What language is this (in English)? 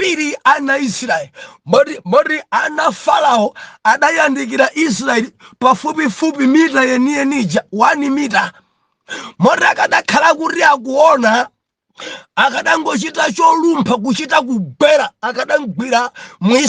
Nyanja